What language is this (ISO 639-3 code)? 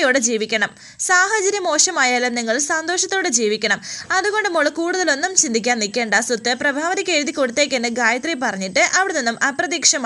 mal